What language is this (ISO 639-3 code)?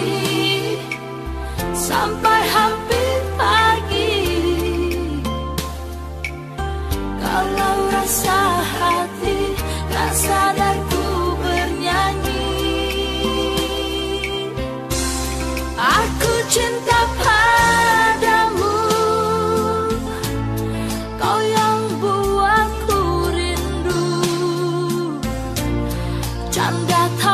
ind